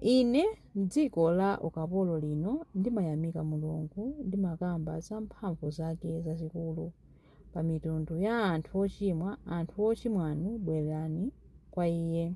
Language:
Nyanja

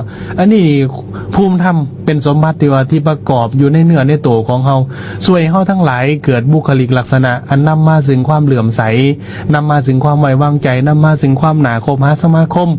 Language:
Lao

